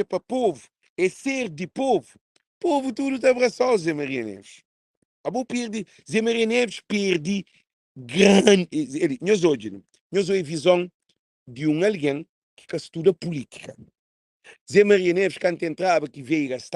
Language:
Kabuverdianu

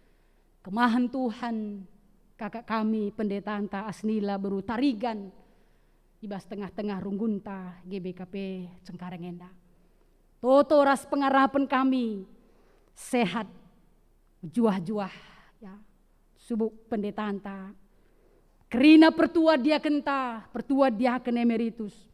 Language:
Batak Karo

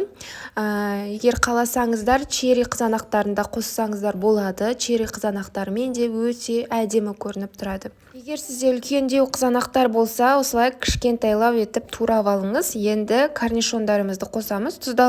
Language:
Kazakh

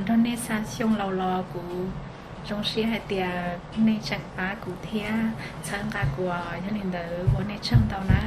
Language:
Hmong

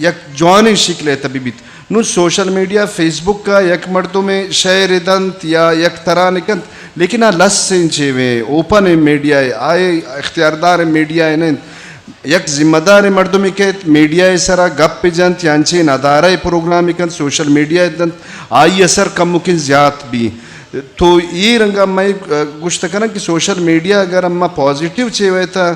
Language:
Eastern Balochi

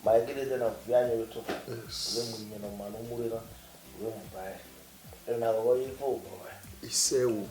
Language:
Bini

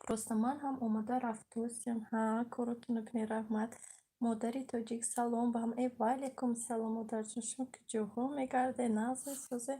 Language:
Tajik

